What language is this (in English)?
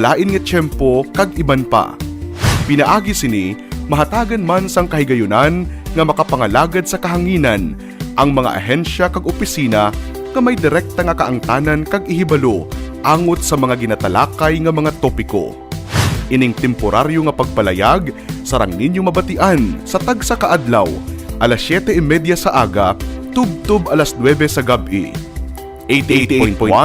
Hiligaynon